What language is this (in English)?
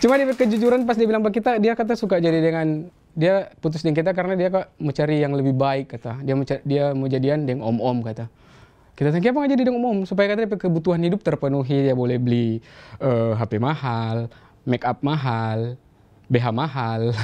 Manado Malay